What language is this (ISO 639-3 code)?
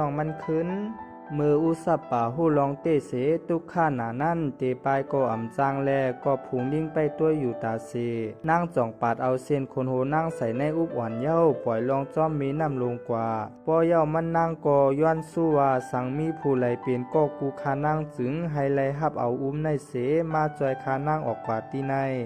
shn